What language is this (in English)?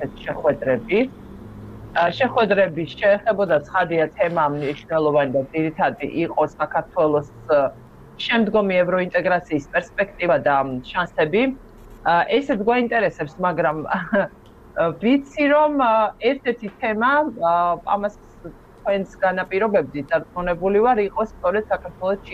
Georgian